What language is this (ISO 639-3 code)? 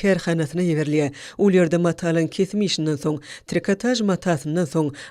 tuk